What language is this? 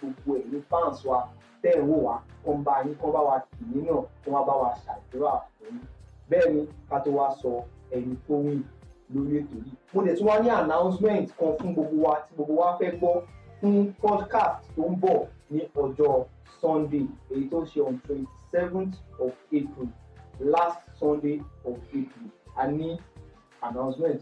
Yoruba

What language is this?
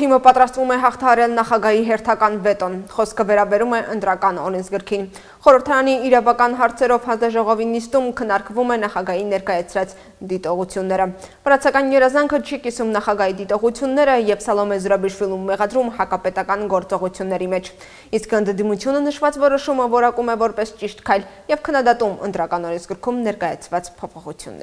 Armenian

